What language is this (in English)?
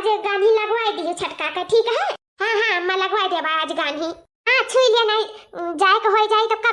Awadhi